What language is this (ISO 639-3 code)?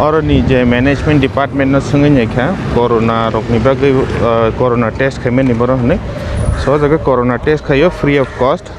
trp